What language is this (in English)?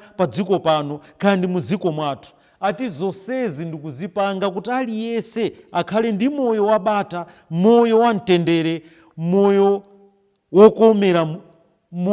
Nyanja